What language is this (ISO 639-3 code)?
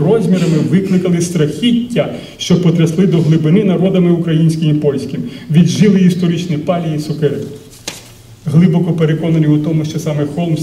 ukr